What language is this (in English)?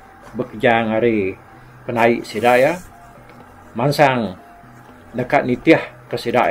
Iban